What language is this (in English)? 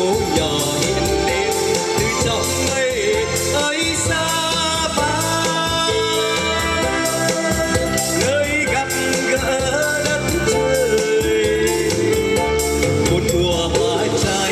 Vietnamese